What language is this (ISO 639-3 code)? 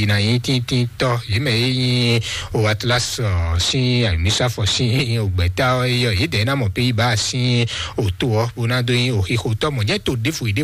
fon